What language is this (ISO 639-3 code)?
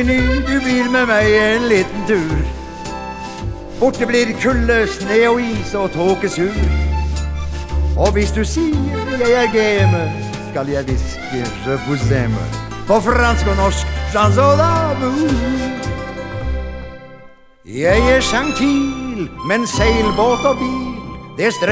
nor